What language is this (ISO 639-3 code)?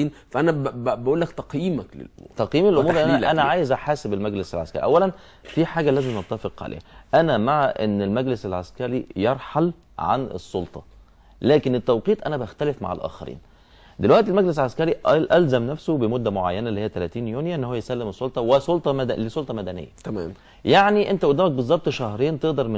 arz